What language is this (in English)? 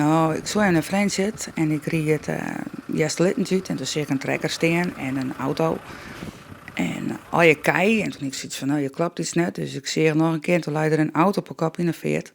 Western Frisian